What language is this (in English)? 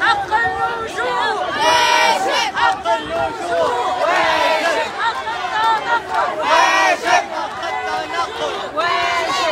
Tunisian Arabic